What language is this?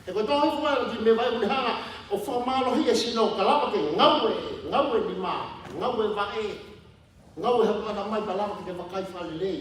Tongan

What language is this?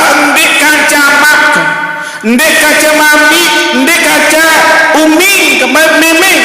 Sasak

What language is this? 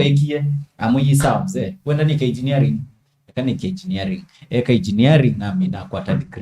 Kamba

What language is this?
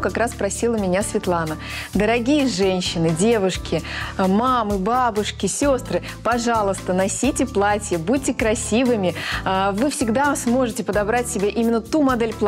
Russian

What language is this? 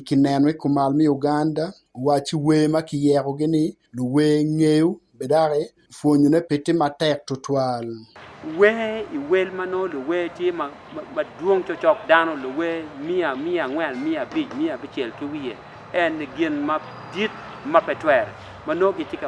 Acoli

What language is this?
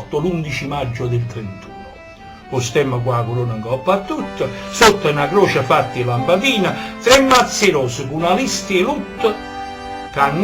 Neapolitan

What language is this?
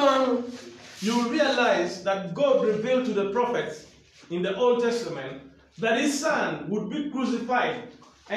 Acoli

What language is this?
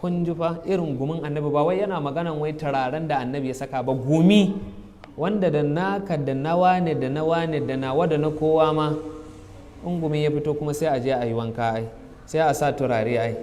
Hausa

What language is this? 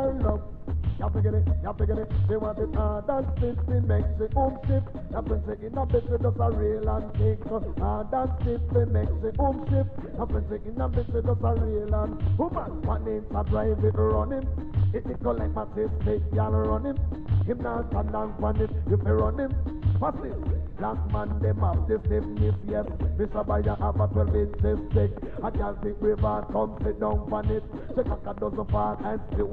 Jamaican Creole English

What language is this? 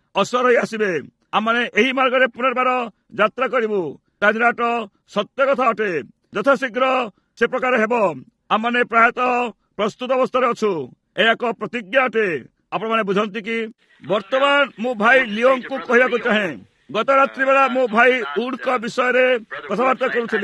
Odia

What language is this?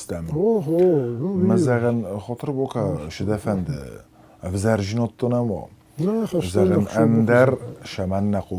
Ossetic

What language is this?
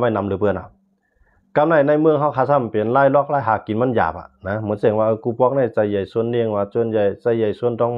Shan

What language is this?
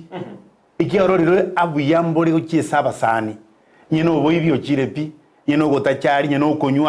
Gusii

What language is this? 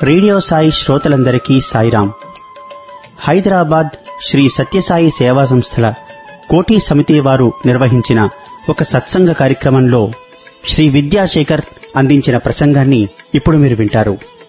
Telugu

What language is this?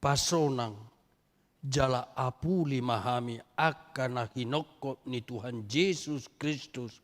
Batak Toba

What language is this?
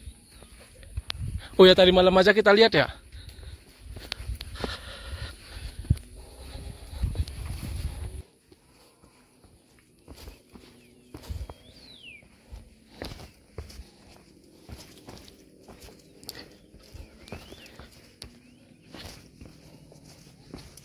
Indonesian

